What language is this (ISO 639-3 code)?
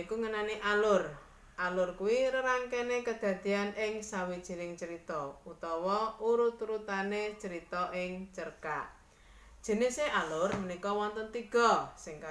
jav